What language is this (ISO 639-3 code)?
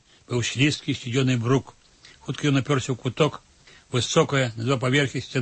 bel